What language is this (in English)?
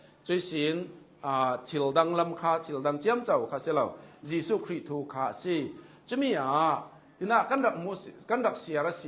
Hakha Chin